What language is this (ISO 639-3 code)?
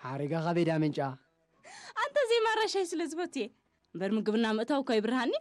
tig